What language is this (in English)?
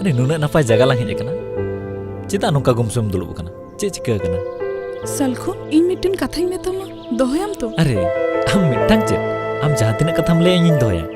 Santali